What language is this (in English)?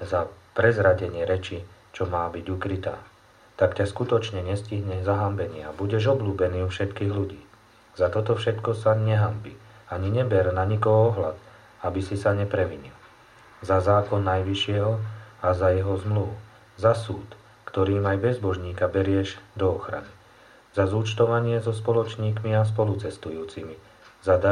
Slovak